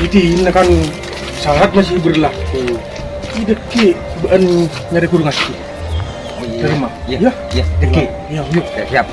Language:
Madurese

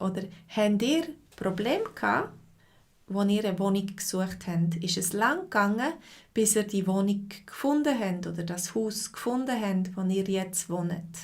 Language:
Swiss German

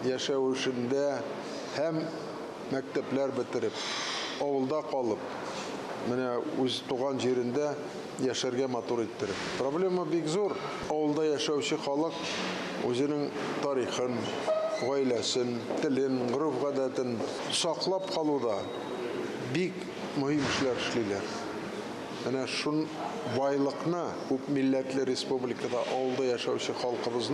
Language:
Tatar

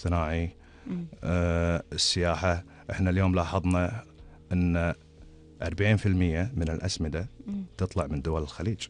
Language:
Gulf Arabic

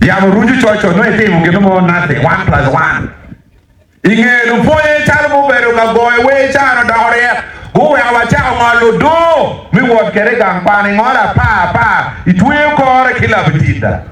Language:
Acoli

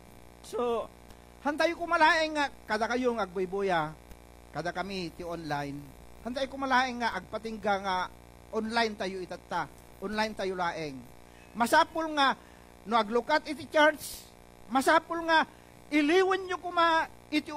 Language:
Iloko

